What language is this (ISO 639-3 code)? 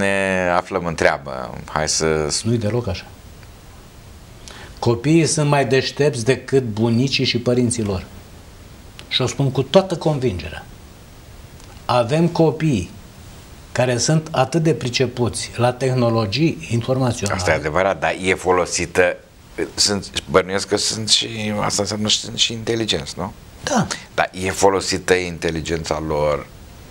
ron